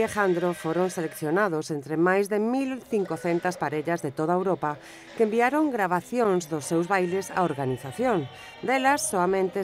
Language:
Galician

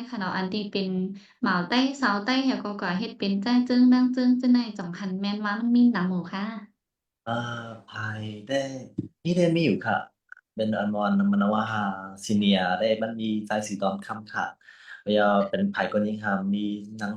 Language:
Shan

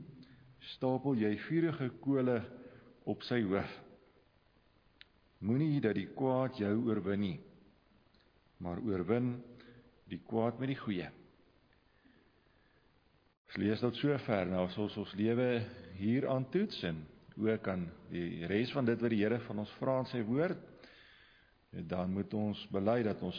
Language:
Afrikaans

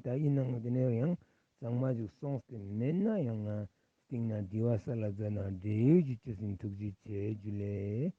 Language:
Ladakhi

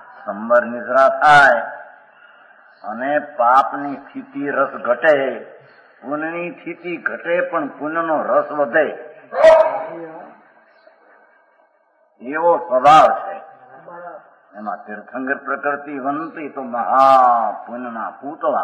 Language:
Gujarati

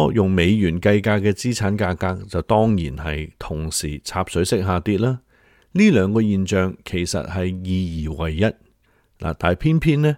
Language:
Cantonese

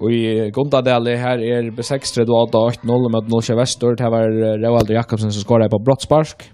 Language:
Faroese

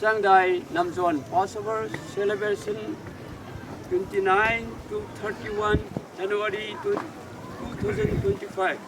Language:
Rongmei Naga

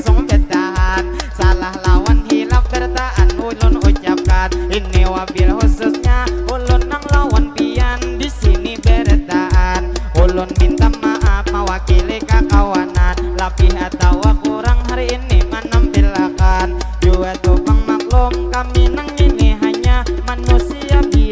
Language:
Banjar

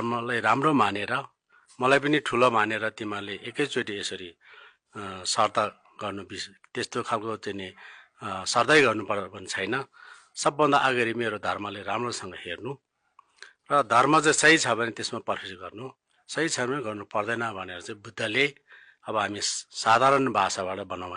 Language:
Nepali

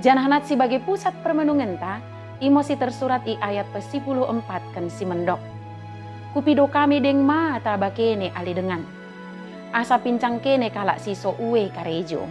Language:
Batak Dairi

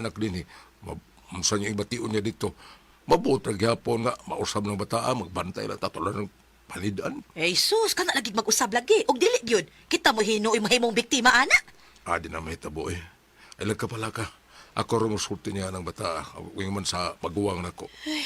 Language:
Cebuano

